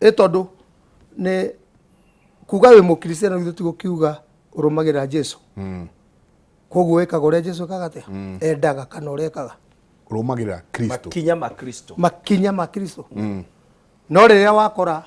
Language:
Kikuyu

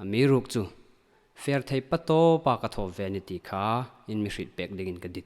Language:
Hmar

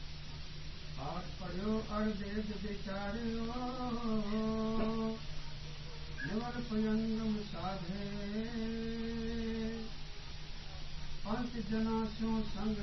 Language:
Punjabi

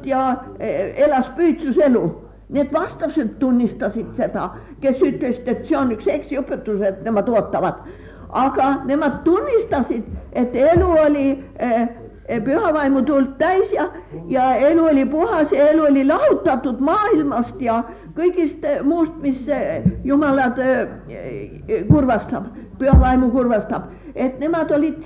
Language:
Estonian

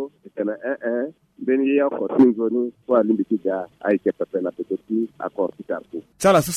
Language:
Sango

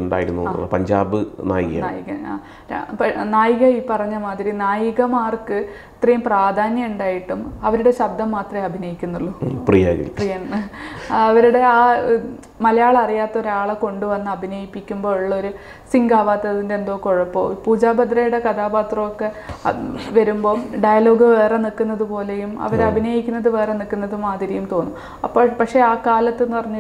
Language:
Malayalam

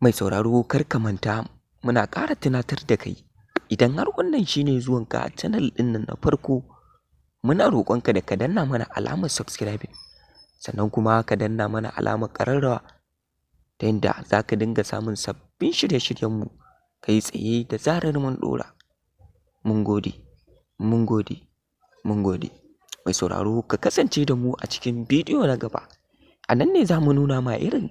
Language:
Hausa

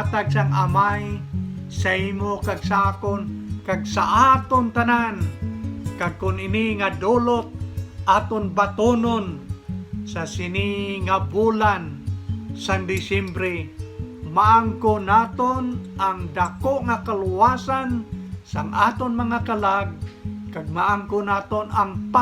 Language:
Hiligaynon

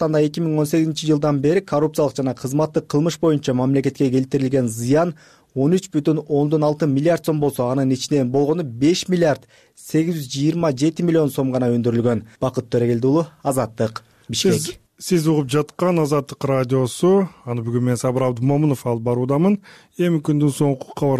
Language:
Kyrgyz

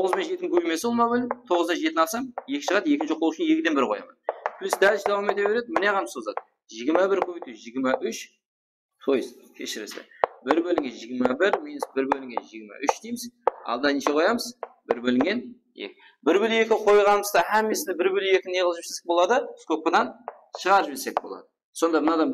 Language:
Kara-Kalpak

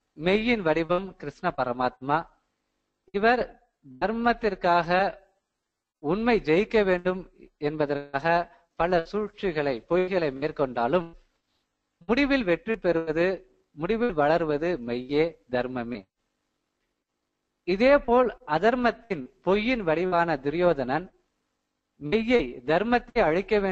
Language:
Tamil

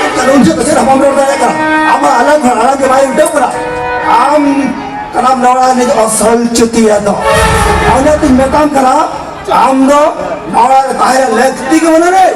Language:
Santali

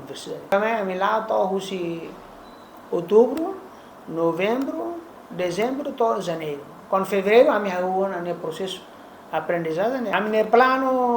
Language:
Tetum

